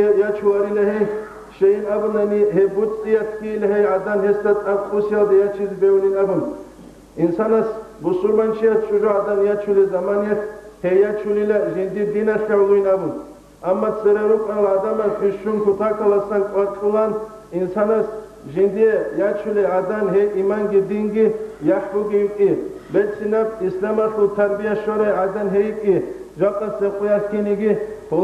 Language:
Avaric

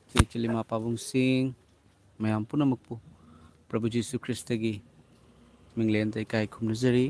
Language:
Manipuri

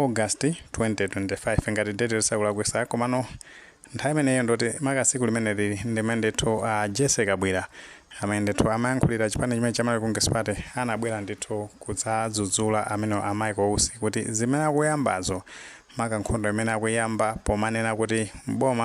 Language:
Nyanja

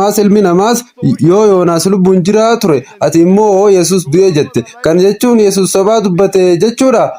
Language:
Oromo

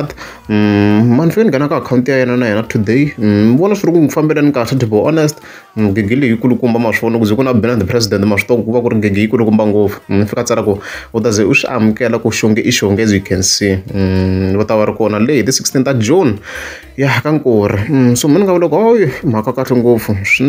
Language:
Tsonga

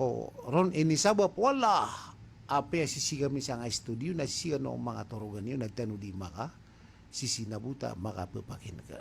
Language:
Maranao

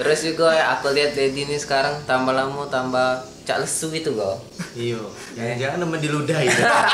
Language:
Musi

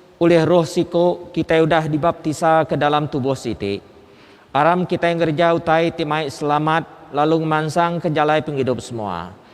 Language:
Iban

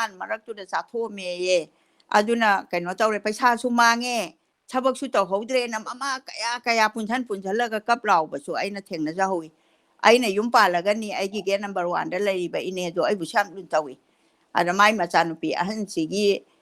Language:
Manipuri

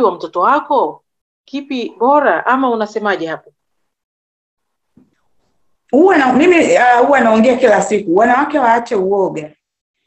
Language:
Swahili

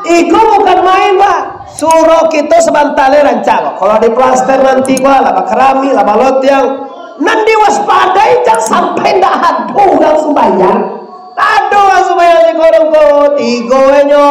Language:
Minangkabau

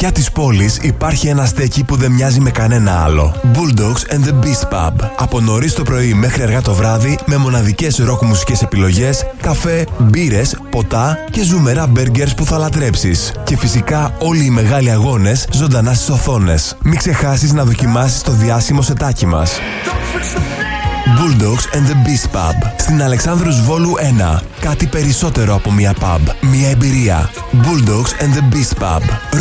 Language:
Greek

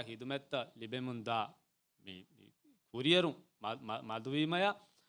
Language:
Divehi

